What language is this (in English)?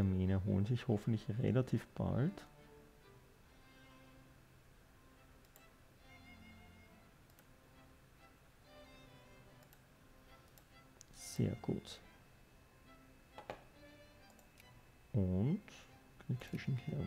German